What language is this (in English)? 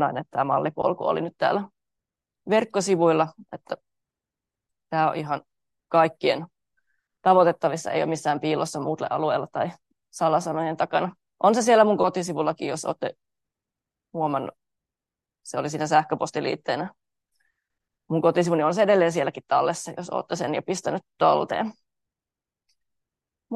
Finnish